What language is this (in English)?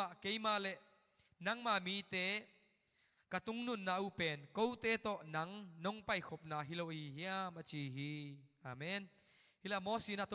Tedim Chin